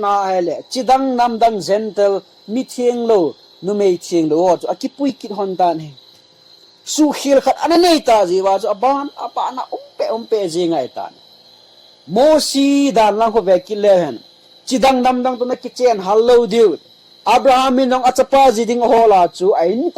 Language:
Thado Chin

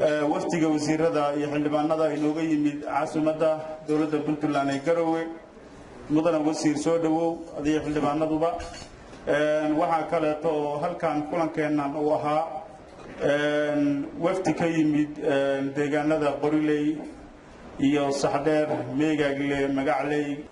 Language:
Somali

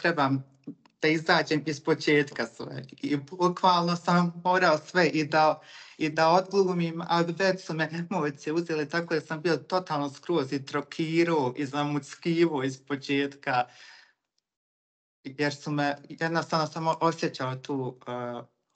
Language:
Bosnian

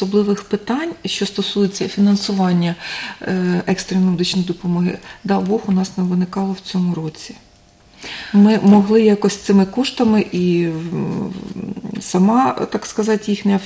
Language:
Ukrainian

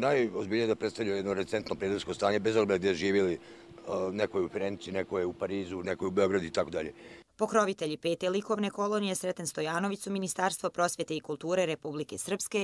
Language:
Serbian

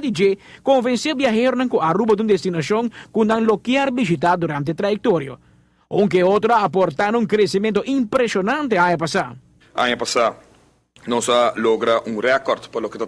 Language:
Papiamento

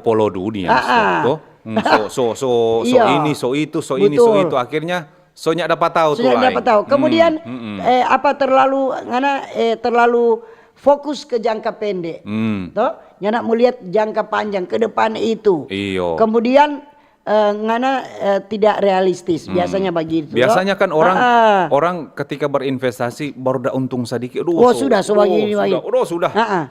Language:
Manado Malay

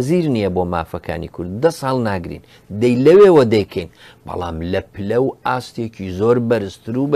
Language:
Central Kurdish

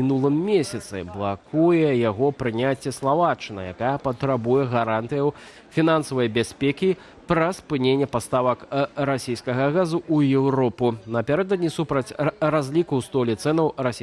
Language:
Belarusian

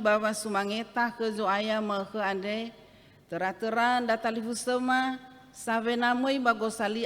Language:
Nias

